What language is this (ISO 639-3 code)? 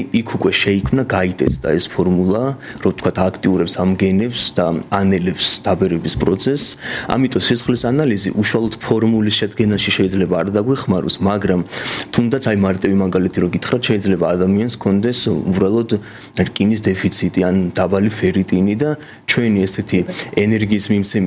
kat